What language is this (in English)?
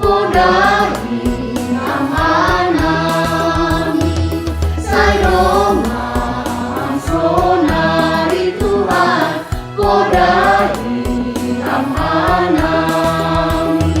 Batak Simalungun